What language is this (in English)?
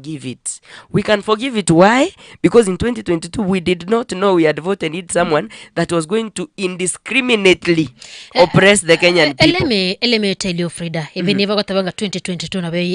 Gusii